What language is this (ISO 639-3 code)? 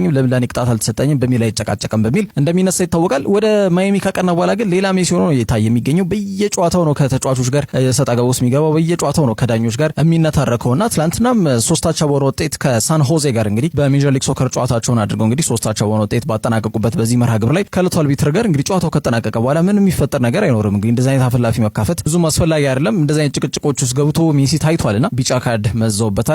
amh